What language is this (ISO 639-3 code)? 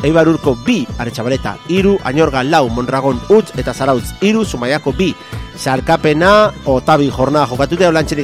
eus